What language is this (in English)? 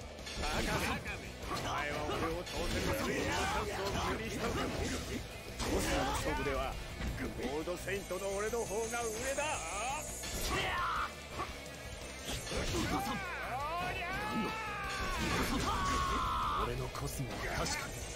Japanese